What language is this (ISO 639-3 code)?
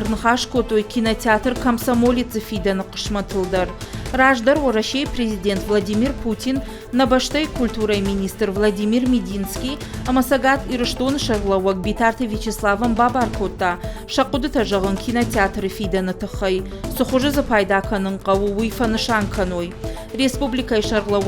oss